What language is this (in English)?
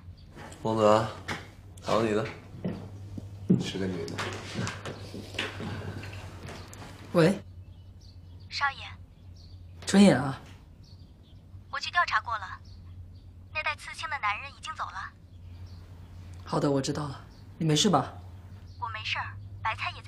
Chinese